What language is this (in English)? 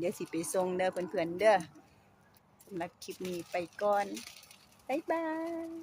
Lao